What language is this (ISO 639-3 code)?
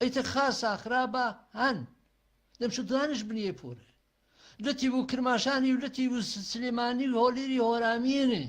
hac